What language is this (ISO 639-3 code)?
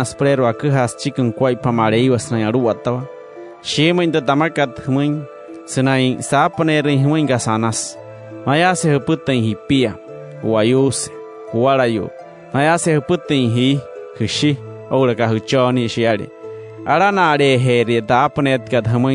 guc